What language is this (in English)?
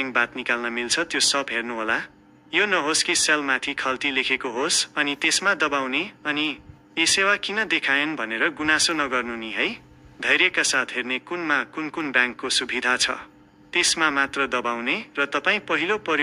Nepali